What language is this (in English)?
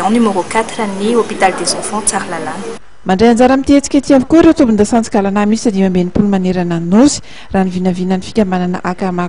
Malagasy